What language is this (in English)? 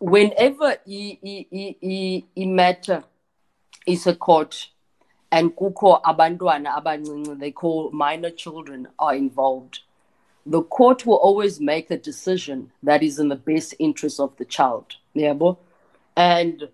Xhosa